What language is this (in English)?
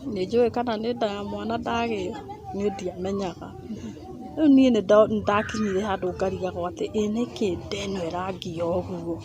Kikuyu